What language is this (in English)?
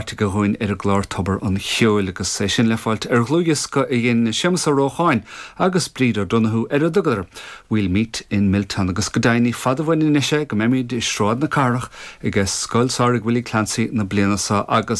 Irish